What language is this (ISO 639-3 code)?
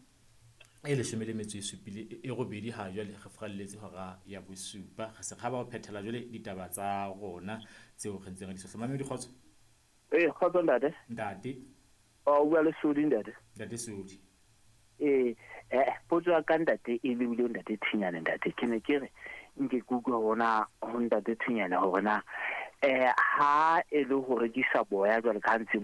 sot